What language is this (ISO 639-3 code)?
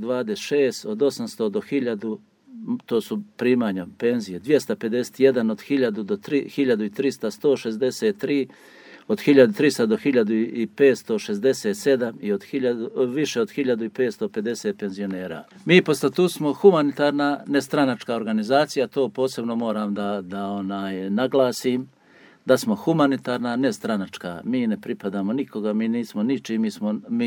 srp